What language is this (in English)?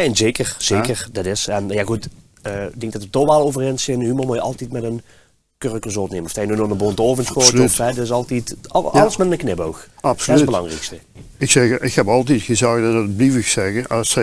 Limburgish